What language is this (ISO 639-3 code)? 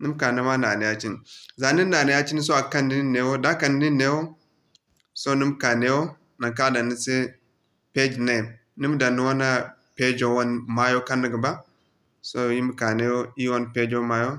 dje